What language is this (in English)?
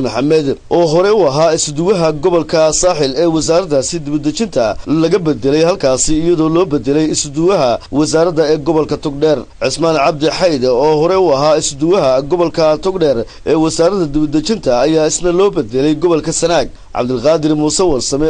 Somali